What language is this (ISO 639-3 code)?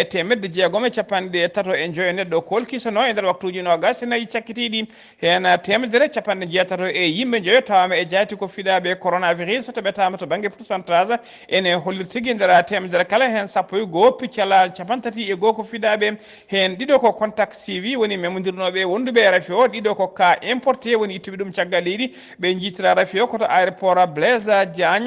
ful